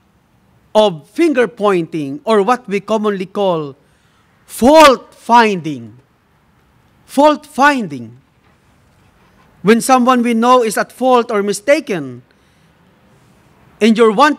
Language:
English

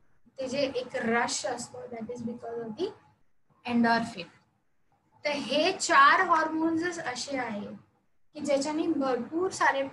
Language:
Marathi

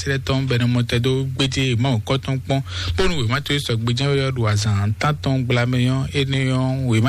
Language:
Fon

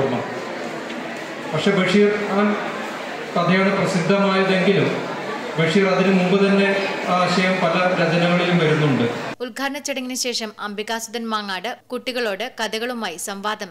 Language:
Malayalam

